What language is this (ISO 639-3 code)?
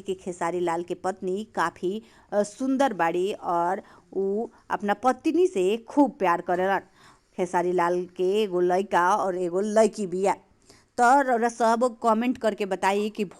bho